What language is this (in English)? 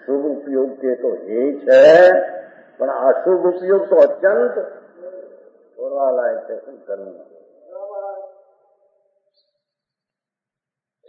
Gujarati